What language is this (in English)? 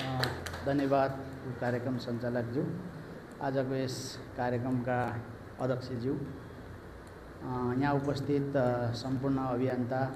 Nepali